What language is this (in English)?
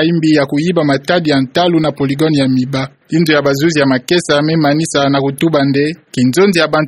Kituba (Democratic Republic of Congo)